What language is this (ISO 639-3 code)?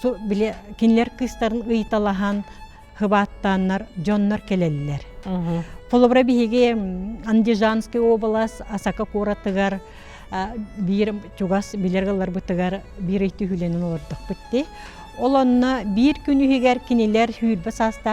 sah